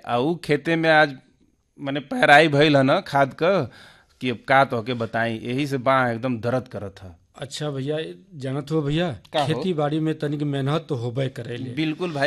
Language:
Bhojpuri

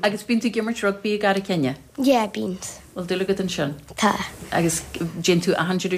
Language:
Irish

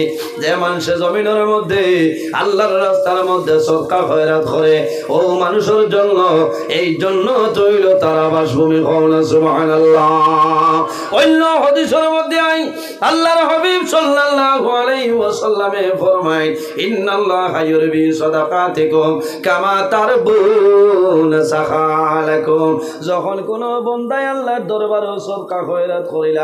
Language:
Sylheti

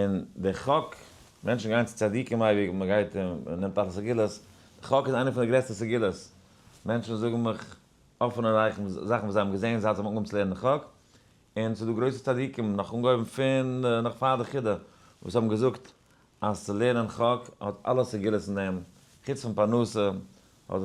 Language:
Yiddish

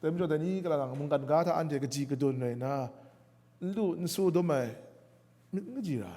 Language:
Kachin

